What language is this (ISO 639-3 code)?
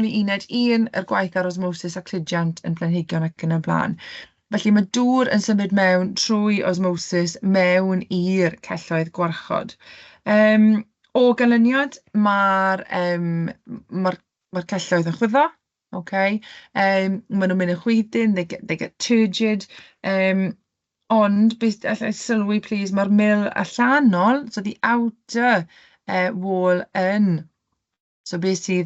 cym